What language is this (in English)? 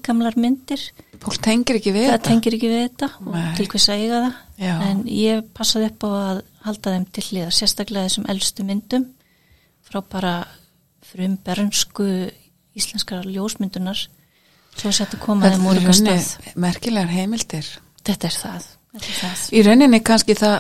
Icelandic